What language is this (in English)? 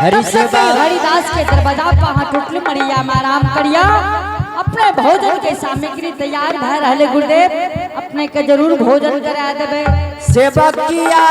Angika